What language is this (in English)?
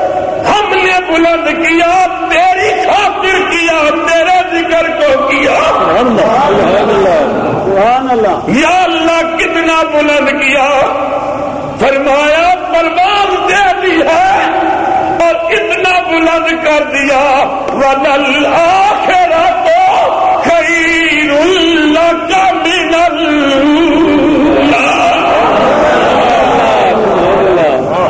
Urdu